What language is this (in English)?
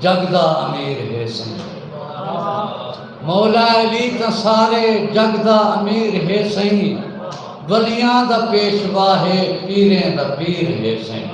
Saraiki